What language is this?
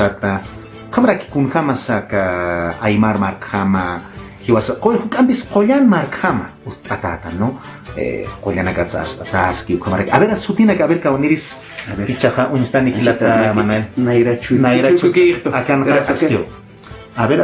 Aymara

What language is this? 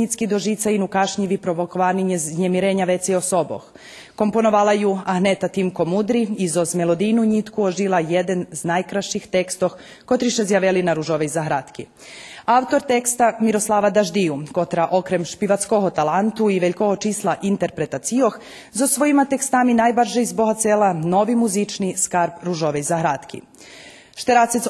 Rusyn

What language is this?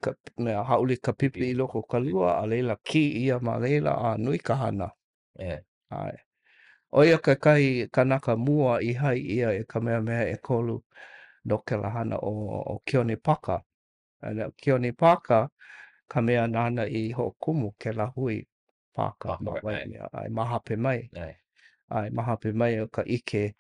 Hawaiian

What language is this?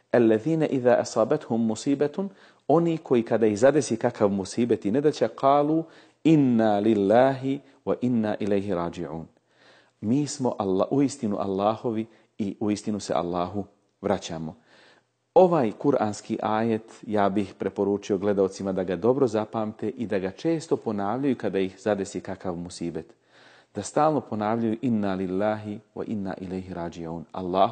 Bosnian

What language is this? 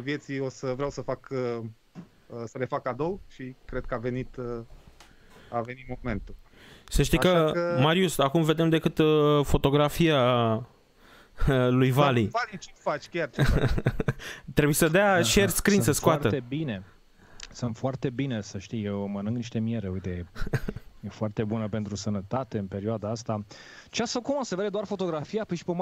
Romanian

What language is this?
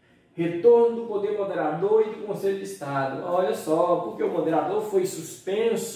Portuguese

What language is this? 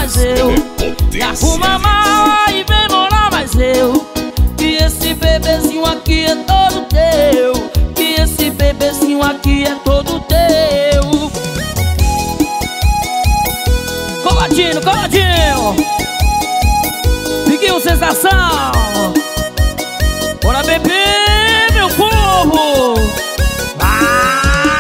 Portuguese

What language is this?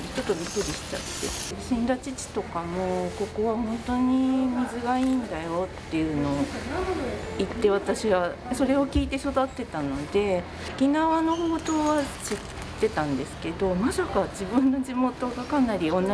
Japanese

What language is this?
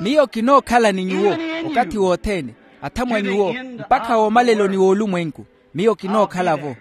Makhuwa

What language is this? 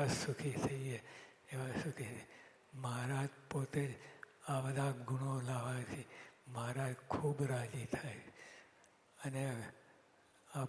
Gujarati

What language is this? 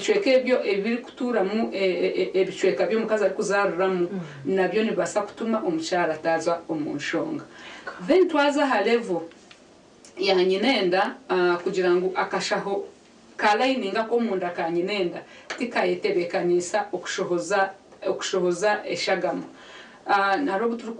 Nyankole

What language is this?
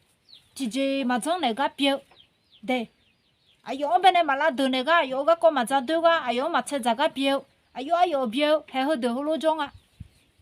Akha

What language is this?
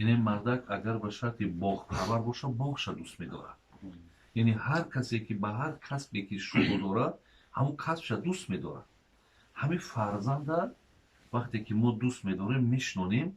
Tajik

